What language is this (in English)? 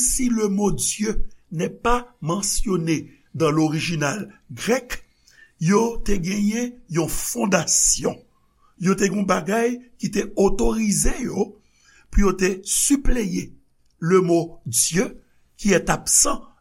Haitian Creole